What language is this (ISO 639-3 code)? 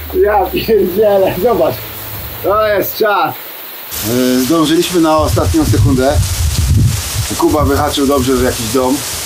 pol